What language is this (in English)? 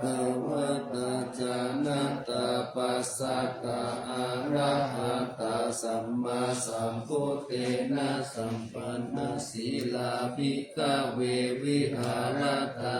Pali